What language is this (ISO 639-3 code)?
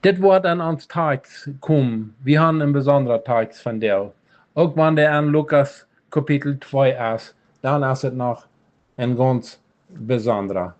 pdt